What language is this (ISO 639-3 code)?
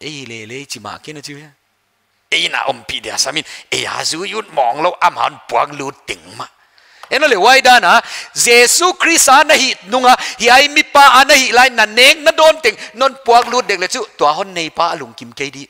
pck